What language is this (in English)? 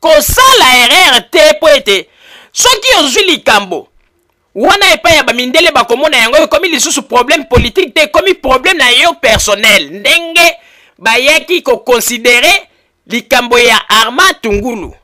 Lingala